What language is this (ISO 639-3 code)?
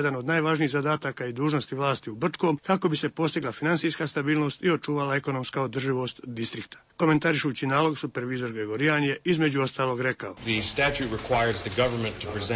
bos